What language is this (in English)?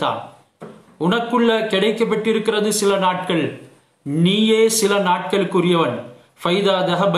Tamil